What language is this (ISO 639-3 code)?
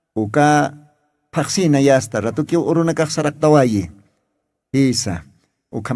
aym